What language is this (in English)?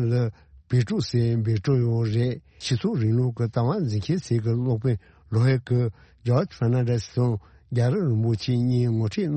Tibetan